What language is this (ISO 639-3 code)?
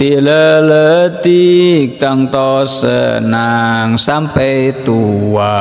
sun